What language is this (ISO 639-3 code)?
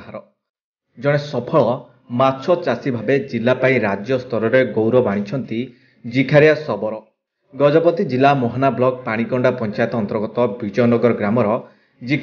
ori